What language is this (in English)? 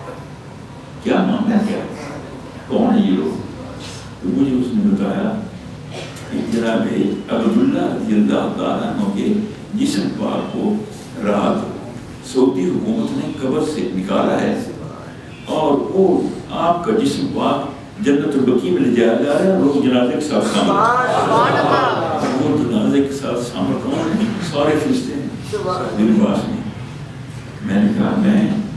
Urdu